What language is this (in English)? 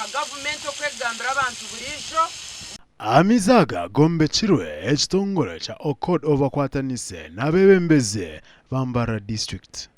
Nyankole